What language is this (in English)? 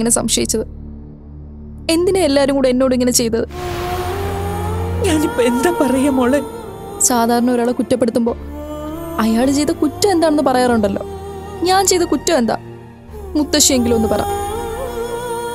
Malayalam